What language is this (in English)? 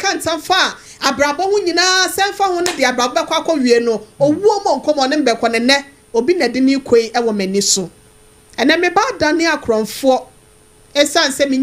Akan